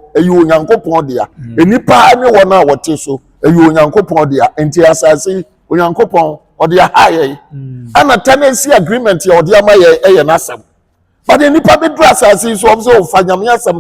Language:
Akan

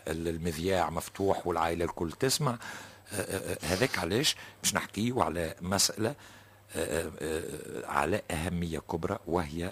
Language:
Tunisian Arabic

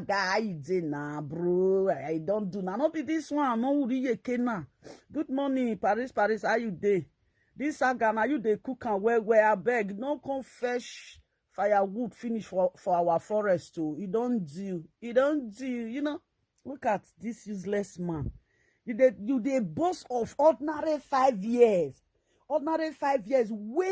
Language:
Nigerian Pidgin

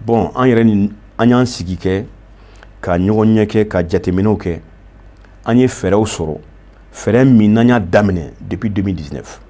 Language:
Bambara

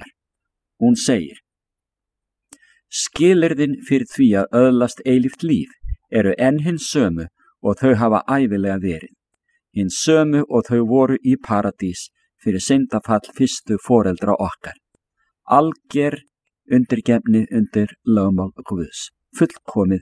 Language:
Icelandic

